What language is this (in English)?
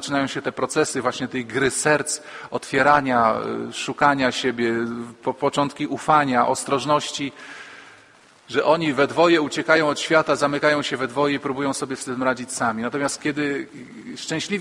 Polish